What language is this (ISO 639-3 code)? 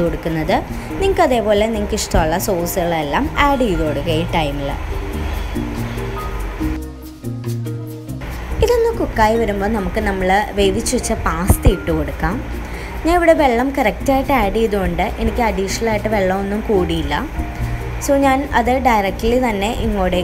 mal